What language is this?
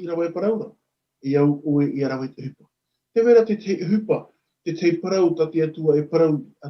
Tahitian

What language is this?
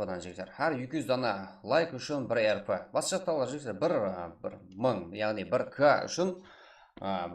Kara-Kalpak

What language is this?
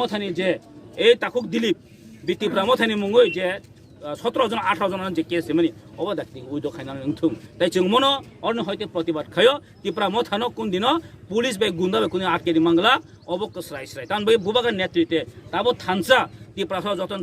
Kok Borok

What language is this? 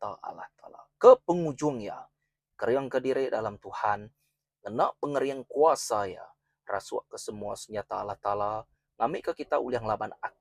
Iban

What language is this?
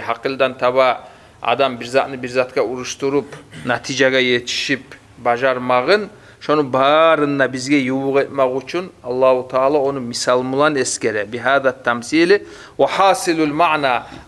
Kumyk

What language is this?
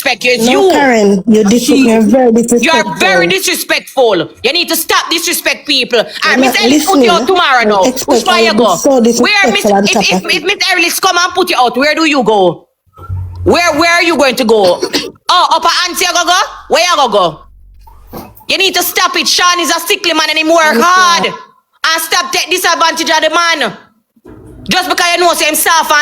Jamaican Creole English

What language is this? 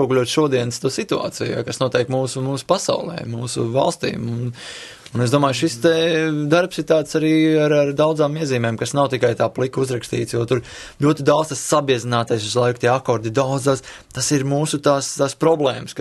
Latvian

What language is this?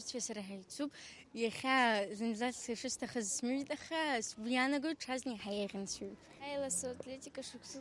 Abkhazian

